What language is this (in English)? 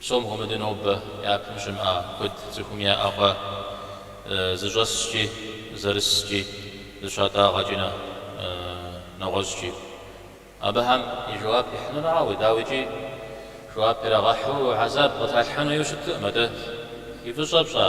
Kabardian